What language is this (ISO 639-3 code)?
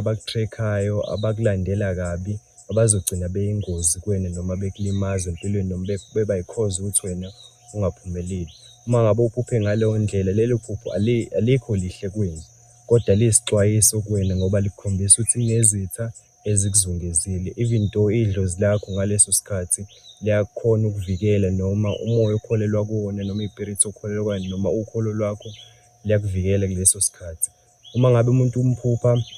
zul